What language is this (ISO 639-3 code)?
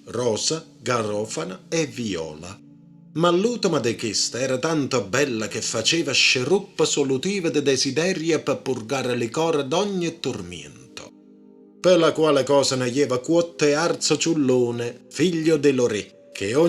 nap